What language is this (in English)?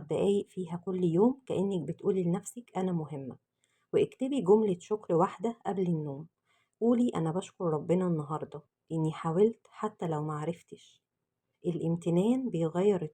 Egyptian Arabic